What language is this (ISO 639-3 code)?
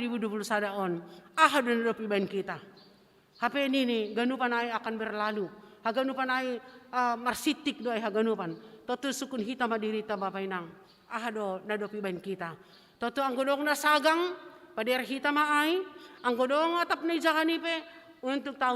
bts